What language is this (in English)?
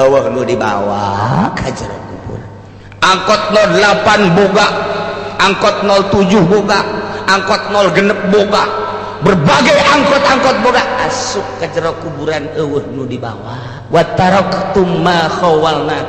Sundanese